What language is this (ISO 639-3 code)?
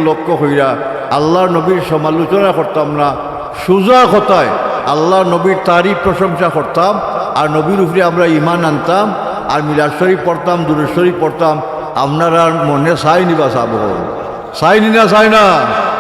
syl